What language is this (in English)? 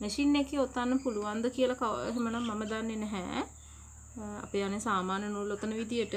Sinhala